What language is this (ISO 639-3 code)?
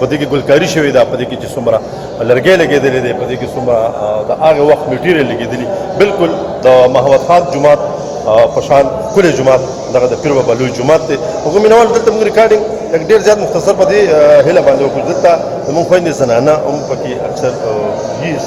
pus